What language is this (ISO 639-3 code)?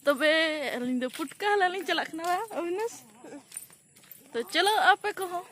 sat